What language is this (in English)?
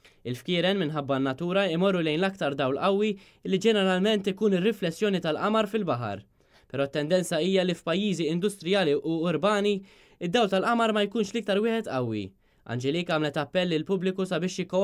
Maltese